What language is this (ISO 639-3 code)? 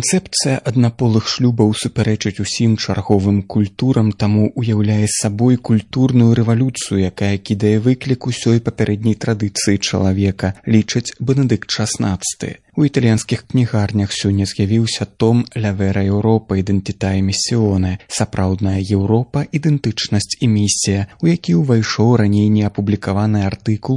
bel